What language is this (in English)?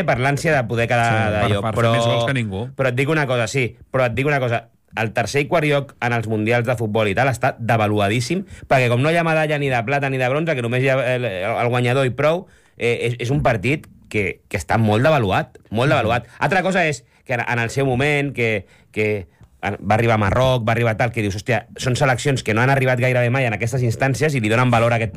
Catalan